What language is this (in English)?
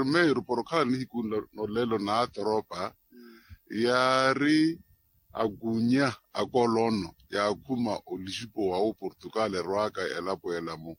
Makhuwa